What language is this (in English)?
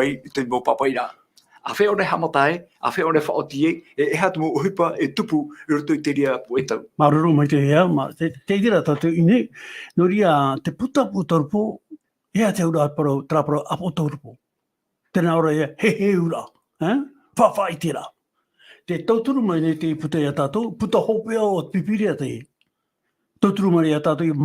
Tahitian